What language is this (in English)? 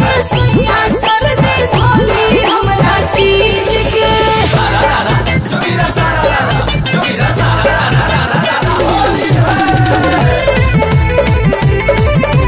Bhojpuri